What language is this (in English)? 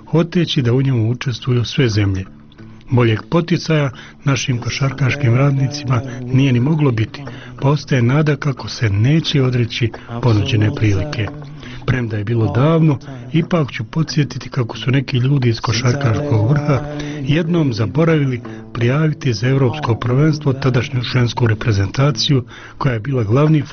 Croatian